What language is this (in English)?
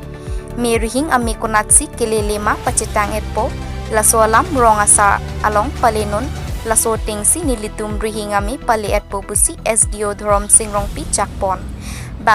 Karbi